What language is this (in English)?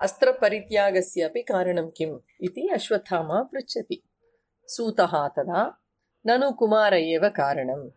Sanskrit